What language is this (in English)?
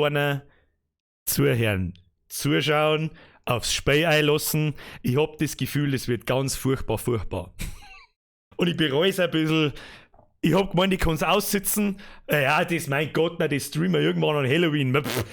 Bavarian